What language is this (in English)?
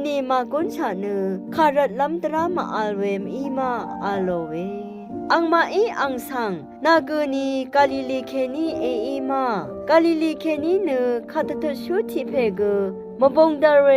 Rawang